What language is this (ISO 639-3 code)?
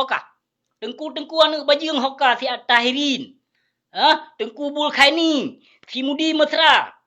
ace